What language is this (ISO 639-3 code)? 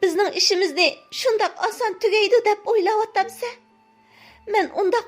uig